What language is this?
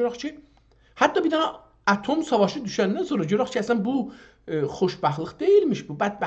South Azerbaijani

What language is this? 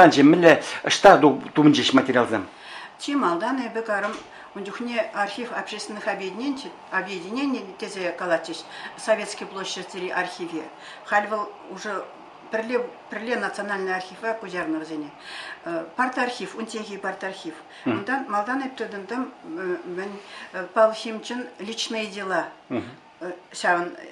Chuvash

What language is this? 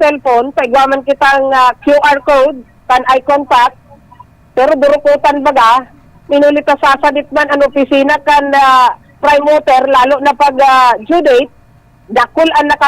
Bikol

